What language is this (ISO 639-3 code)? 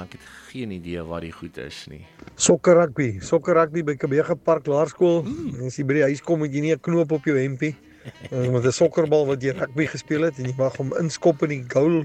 afr